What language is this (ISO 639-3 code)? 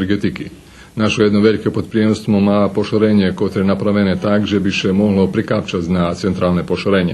rue